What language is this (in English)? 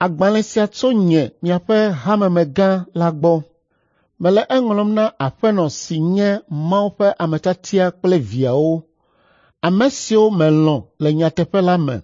Ewe